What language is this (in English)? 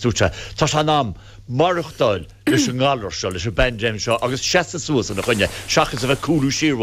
Irish